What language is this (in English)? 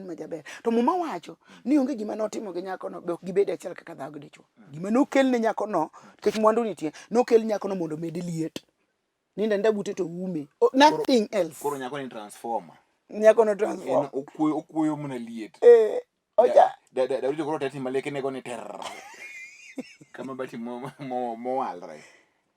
Luo (Kenya and Tanzania)